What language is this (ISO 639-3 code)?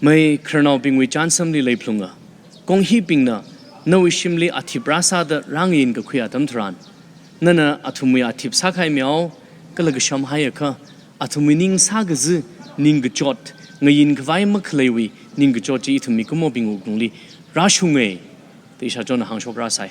nmf